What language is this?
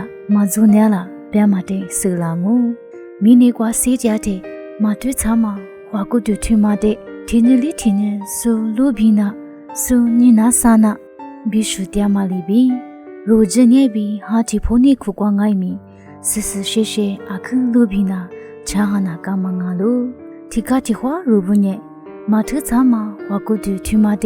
Lisu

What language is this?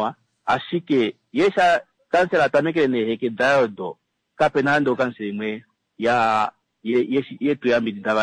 Kuanyama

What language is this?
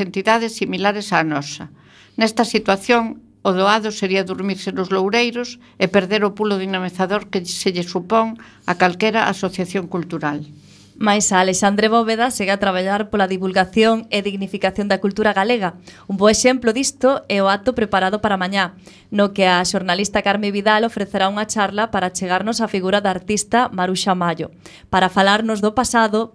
Galician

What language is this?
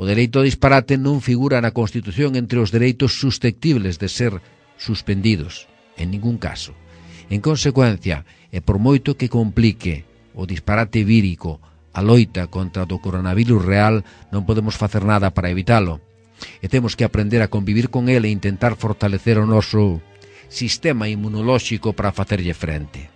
Galician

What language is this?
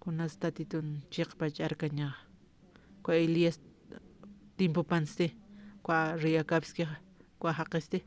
Aymara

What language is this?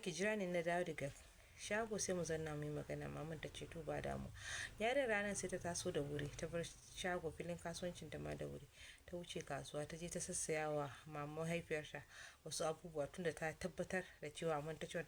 Hausa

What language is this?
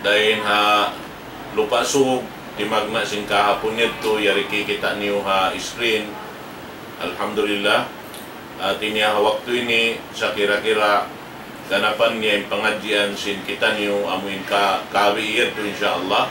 Tausug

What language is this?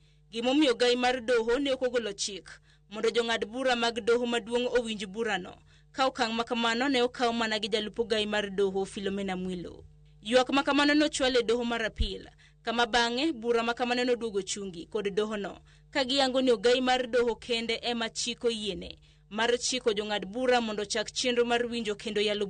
Luo (Kenya and Tanzania)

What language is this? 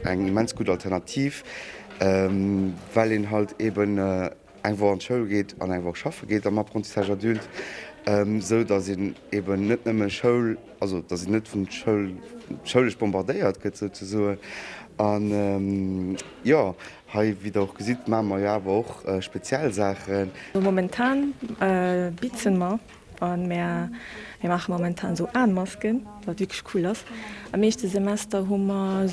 Luxembourgish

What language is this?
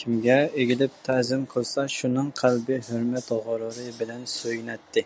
Uyghur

